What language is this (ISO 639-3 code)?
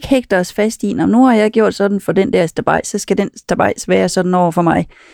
dan